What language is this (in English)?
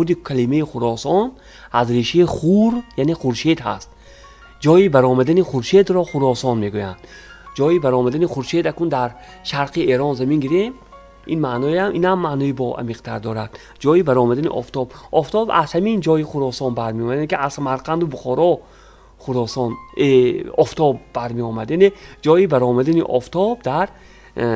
Tajik